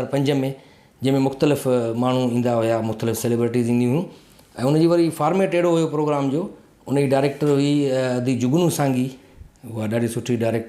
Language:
Sindhi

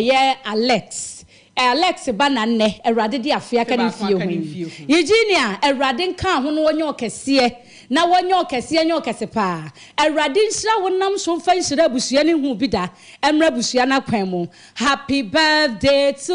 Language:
Akan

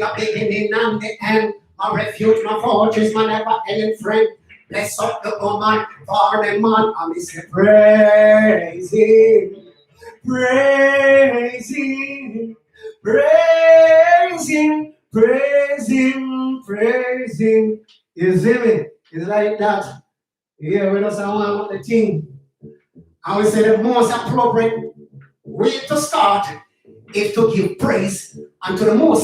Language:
Jamaican Creole English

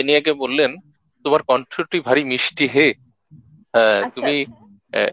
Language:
Bangla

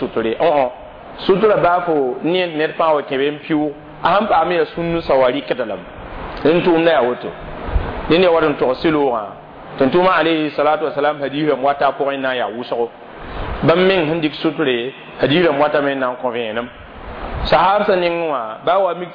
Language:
Mossi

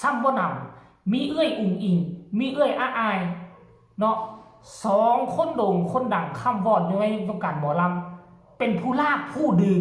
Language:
Northeastern Thai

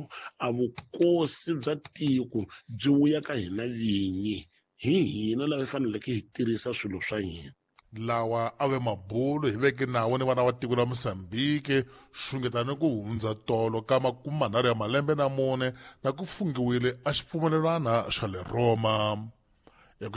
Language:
Tsonga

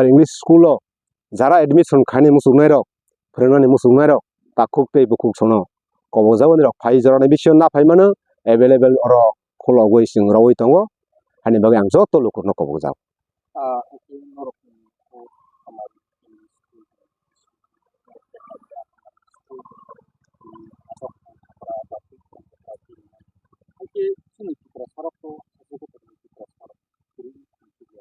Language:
Kok Borok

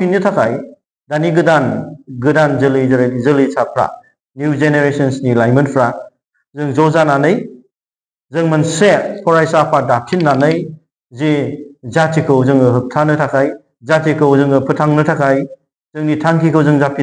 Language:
Bodo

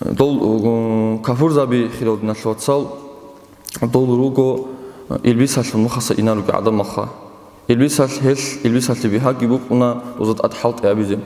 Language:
Avaric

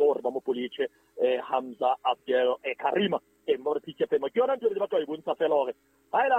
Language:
Southern Sotho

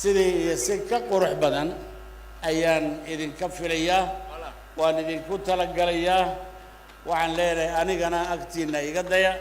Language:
Somali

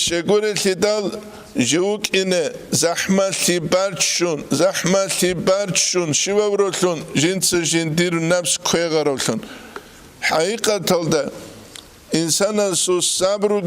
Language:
Avaric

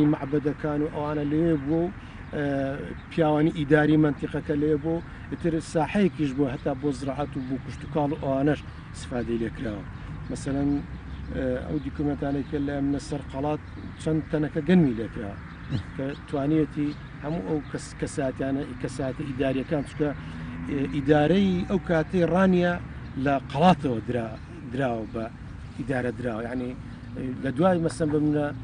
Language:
Central Kurdish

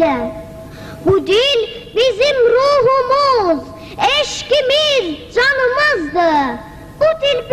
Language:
South Azerbaijani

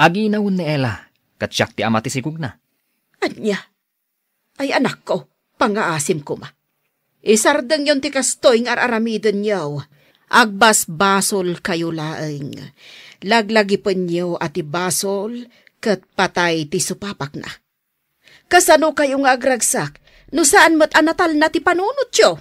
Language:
Iloko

